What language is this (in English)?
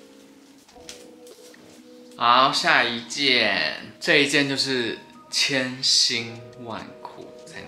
Chinese